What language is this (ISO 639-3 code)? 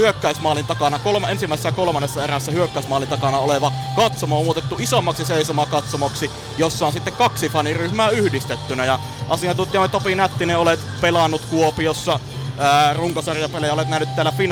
fin